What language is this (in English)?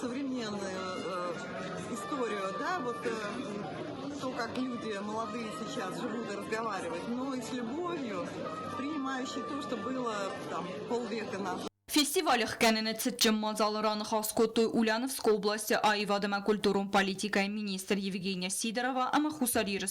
Ossetic